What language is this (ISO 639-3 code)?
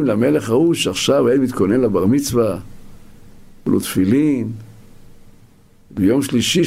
heb